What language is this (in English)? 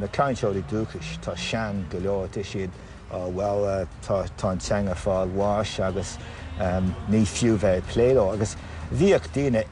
Irish